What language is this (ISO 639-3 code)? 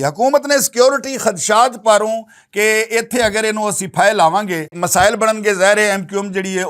lah